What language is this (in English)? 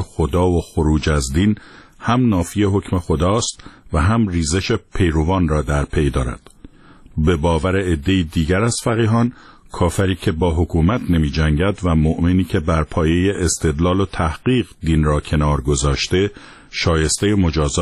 Persian